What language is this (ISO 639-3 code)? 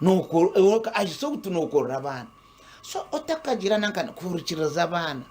nyn